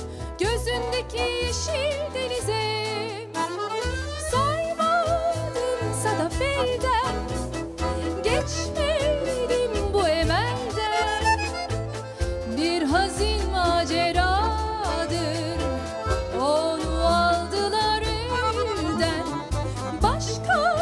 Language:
Turkish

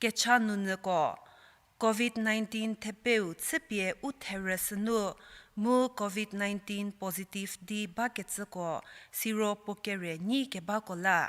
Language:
Angami Naga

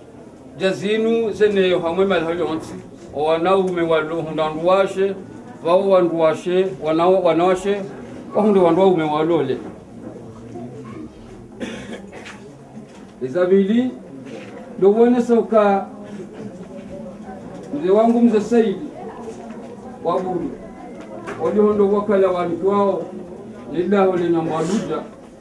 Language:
Swahili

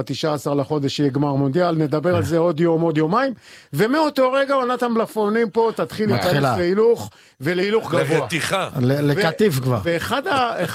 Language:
Hebrew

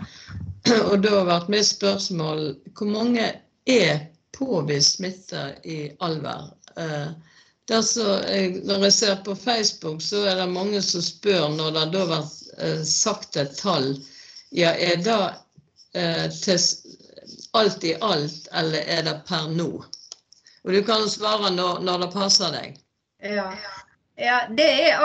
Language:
Norwegian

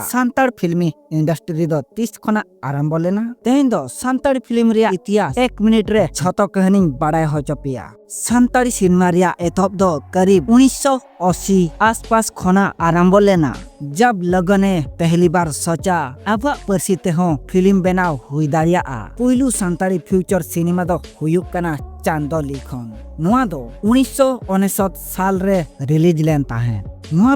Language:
Santali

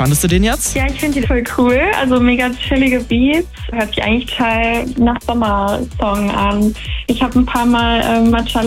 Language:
German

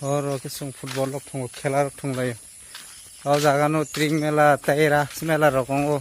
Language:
Kok Borok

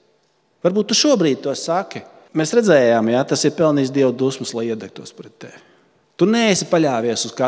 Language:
Latvian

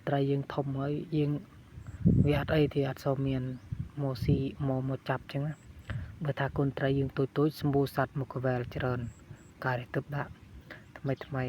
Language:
Khmer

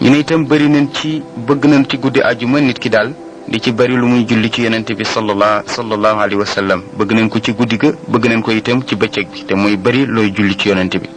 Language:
Wolof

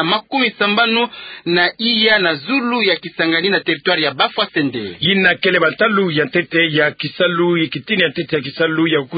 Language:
Kituba (Democratic Republic of Congo)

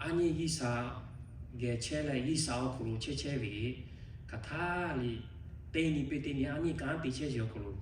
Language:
Lahu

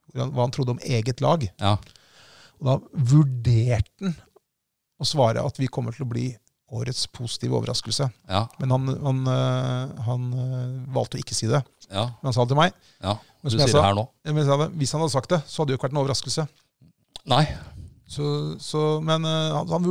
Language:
Norwegian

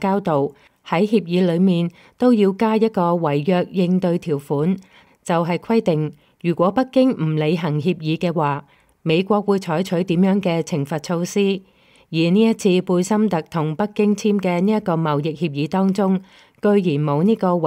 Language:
Cantonese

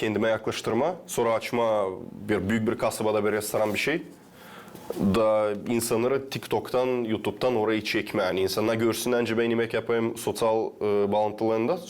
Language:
Gagauz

